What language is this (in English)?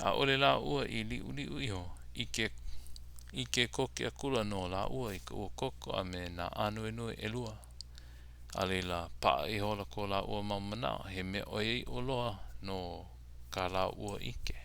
Hawaiian